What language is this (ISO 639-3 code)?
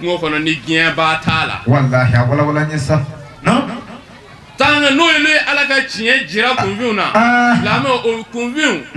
bam